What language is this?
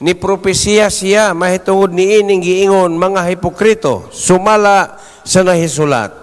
Cebuano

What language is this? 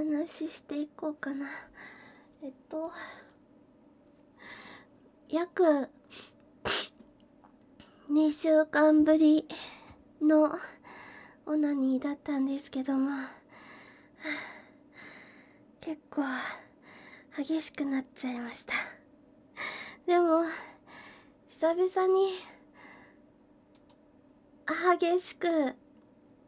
Japanese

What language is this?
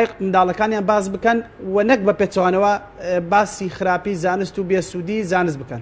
Central Kurdish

